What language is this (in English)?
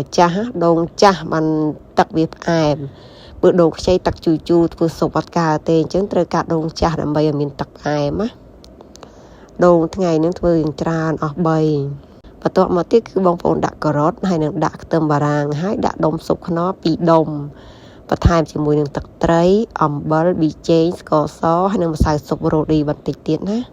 Khmer